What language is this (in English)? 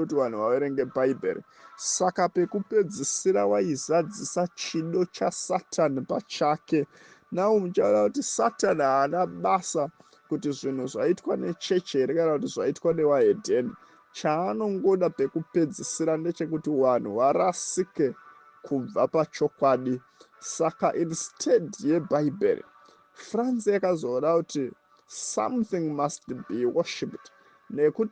Shona